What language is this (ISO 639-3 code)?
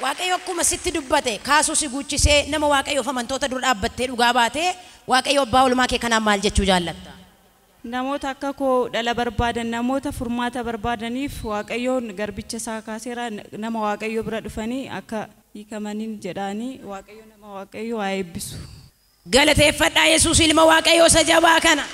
orm